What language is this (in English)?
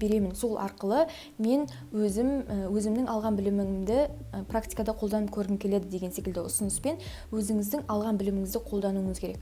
Kazakh